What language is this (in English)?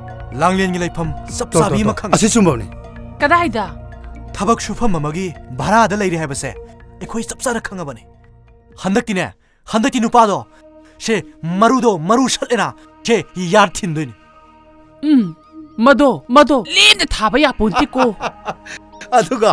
Manipuri